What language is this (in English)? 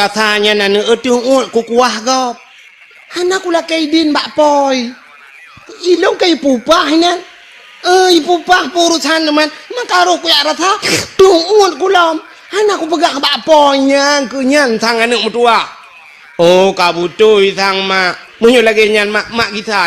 Achinese